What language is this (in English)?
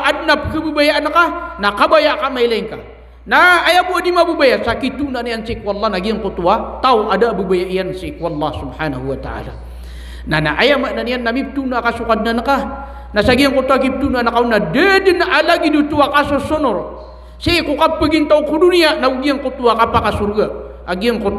Maranao